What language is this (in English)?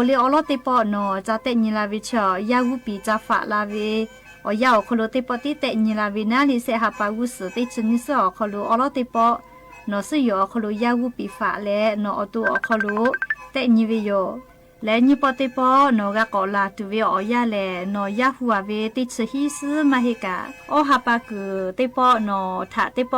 Lahu